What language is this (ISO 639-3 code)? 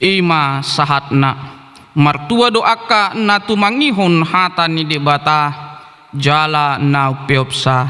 bbc